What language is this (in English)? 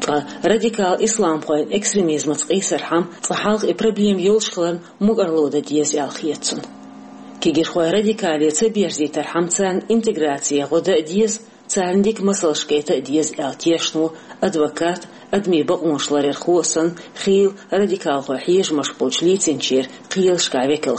Chechen